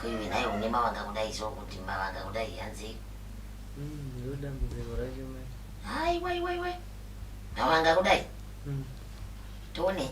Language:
Shona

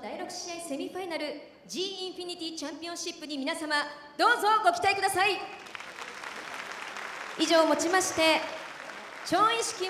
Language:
Japanese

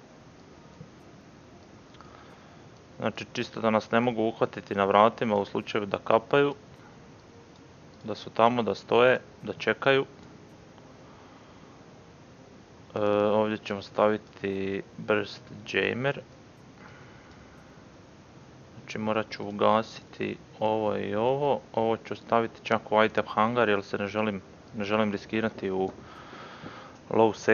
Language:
Croatian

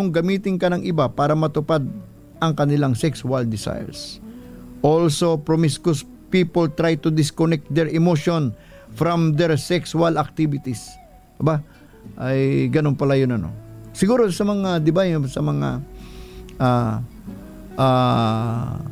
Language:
Filipino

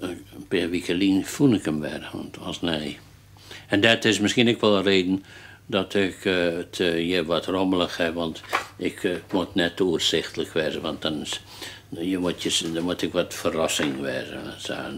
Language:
Western Frisian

